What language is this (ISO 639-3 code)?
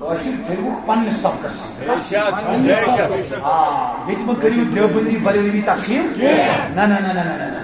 kas